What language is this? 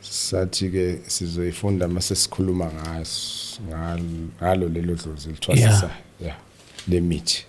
Zulu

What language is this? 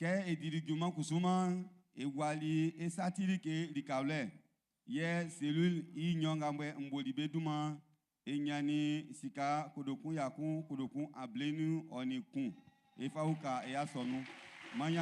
Baoulé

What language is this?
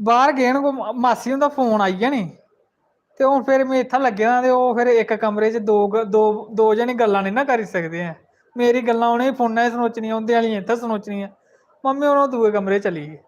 Dogri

